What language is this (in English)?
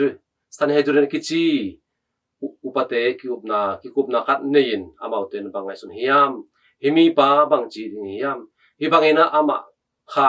Tedim Chin